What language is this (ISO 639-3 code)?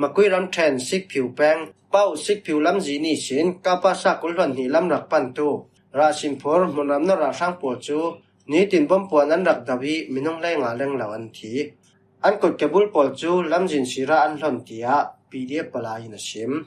cfm